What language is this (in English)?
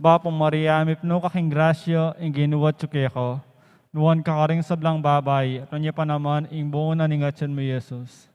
Pampanga